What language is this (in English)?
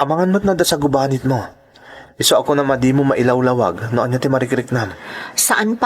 Iloko